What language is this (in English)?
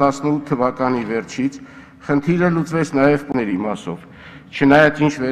Armenian